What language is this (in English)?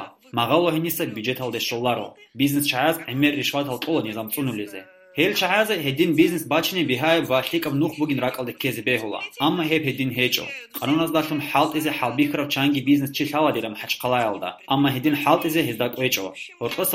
Avaric